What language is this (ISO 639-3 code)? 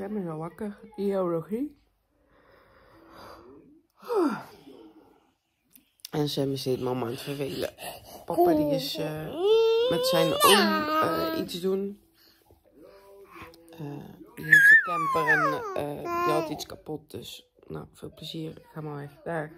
nld